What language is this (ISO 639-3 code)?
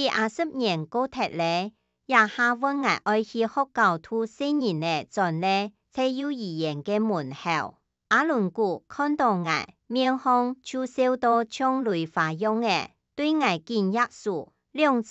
hak